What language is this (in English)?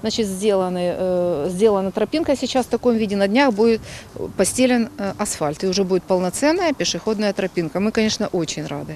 Crimean Tatar